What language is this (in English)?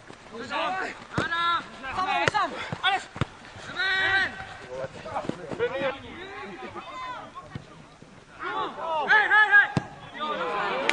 Czech